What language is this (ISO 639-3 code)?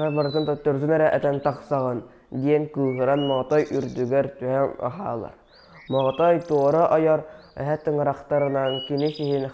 sah